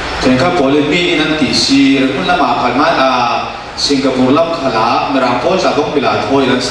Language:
Falam Chin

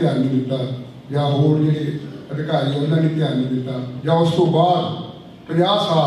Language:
Punjabi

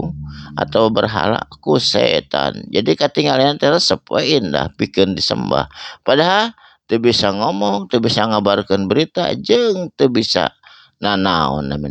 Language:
Sundanese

